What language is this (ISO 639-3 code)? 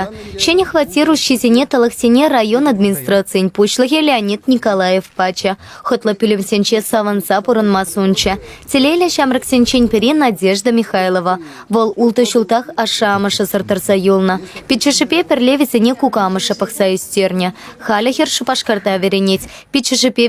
chv